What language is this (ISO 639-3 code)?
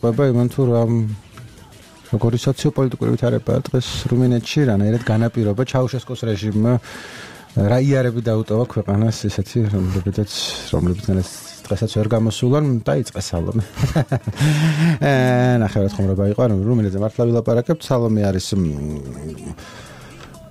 kat